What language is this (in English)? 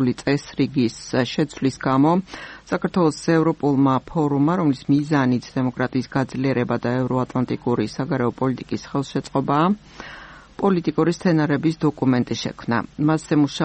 Georgian